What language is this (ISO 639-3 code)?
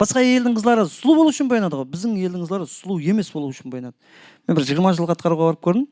kaa